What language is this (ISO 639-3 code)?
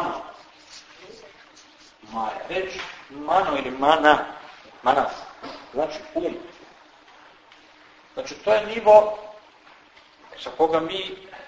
srp